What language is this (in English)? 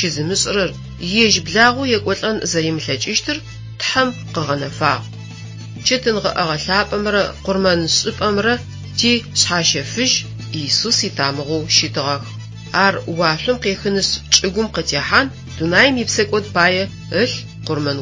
Adyghe